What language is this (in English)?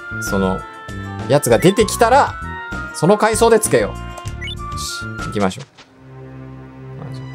Japanese